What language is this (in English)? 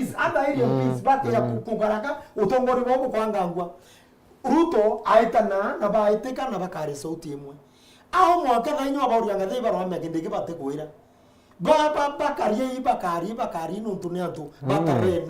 Meru